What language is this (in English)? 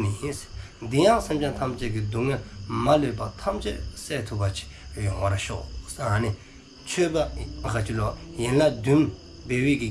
Dzongkha